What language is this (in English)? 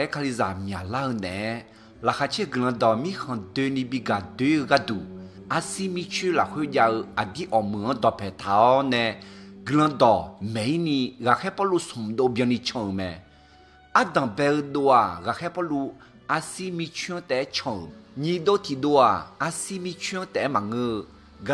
Akha